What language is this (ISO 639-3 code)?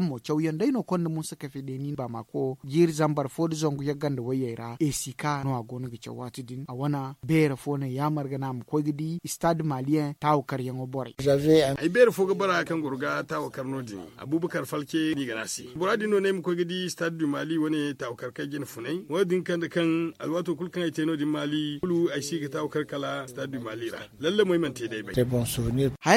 dje